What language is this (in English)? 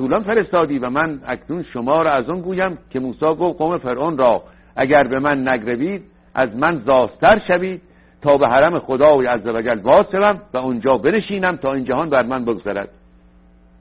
Persian